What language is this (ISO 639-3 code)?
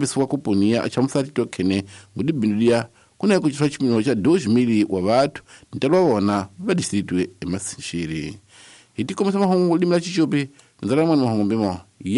tso